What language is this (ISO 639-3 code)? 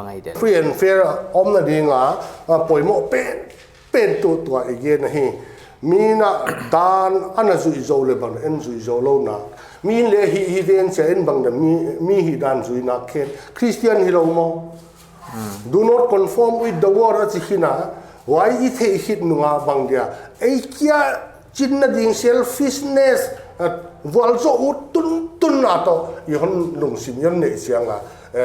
pck